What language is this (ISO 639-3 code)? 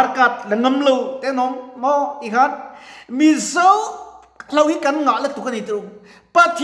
lus